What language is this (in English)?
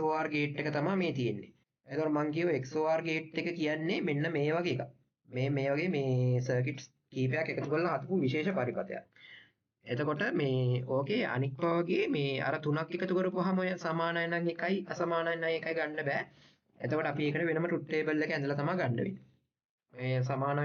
Sinhala